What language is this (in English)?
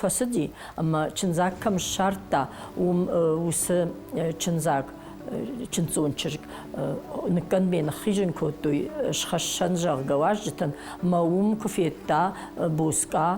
Ossetic